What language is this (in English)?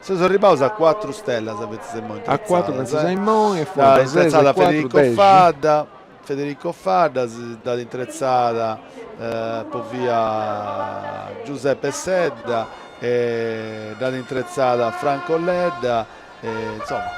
Sardinian